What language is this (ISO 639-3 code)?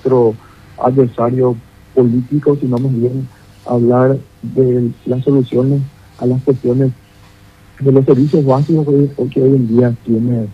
spa